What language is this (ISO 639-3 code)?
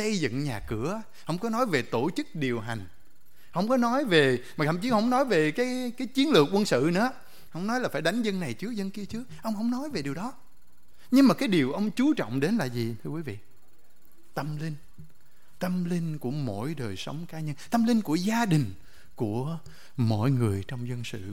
vie